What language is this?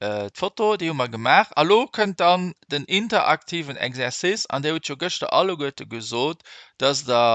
Luxembourgish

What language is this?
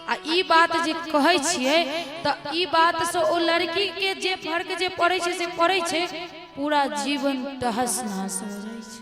Maithili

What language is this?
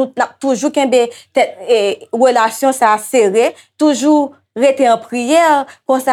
Haitian Creole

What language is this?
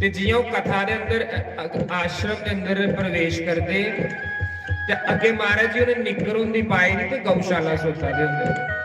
Dogri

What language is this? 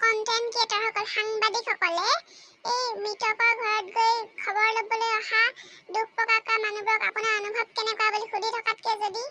Assamese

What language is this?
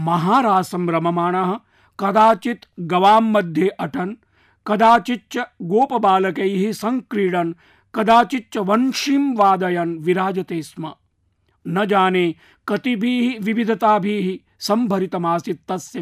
Sanskrit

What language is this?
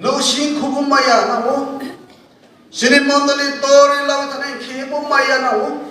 Riang (India)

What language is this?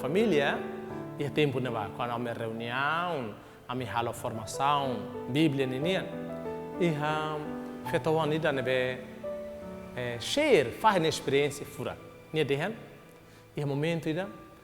Tetum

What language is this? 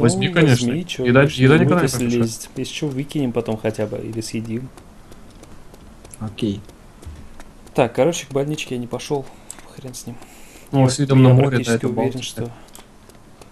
Russian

